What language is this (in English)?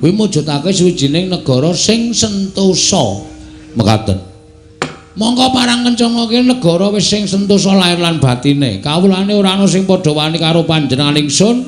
Javanese